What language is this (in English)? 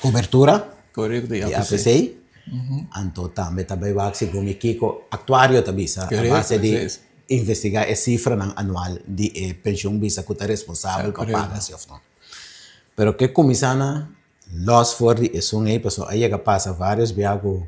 Papiamento